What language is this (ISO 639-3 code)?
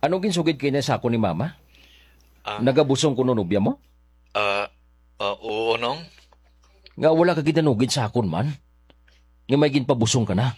hil